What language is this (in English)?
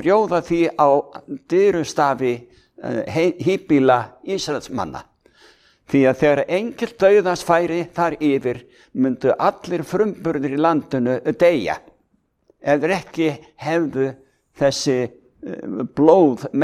Icelandic